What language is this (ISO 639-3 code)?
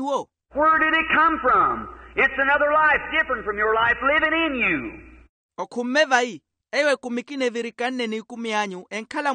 vmw